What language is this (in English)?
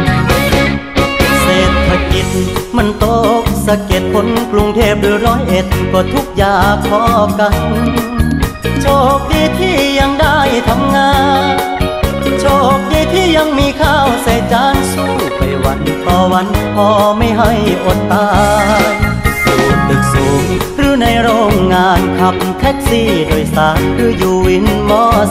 Thai